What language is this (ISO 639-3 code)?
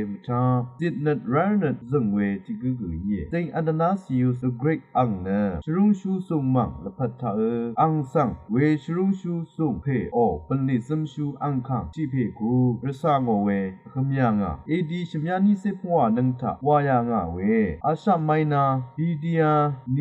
raw